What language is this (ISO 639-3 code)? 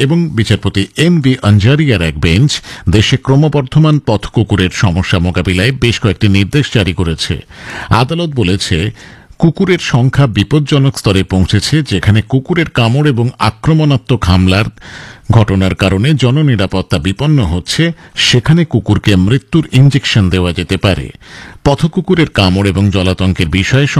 ben